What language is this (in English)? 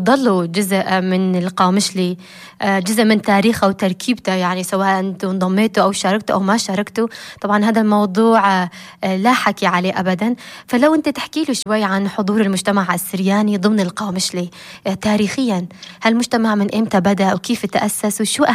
North Levantine Arabic